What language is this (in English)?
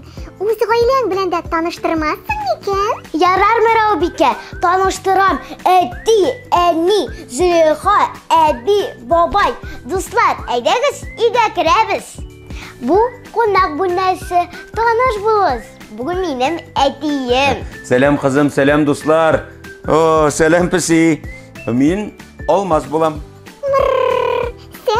Tatar